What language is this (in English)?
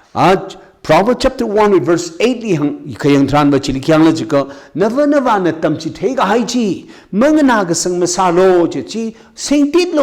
Tangkhul Naga (India)